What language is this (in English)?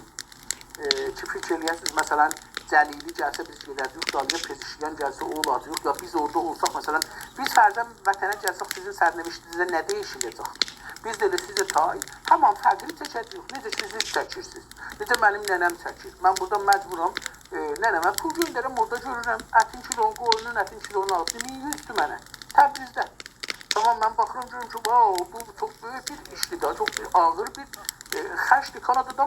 South Azerbaijani